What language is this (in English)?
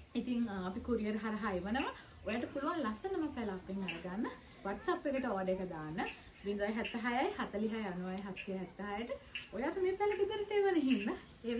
Sinhala